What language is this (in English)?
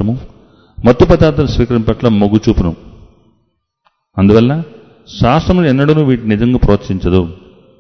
Telugu